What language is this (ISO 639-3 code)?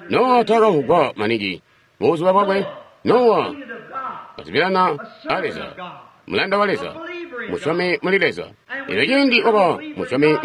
toi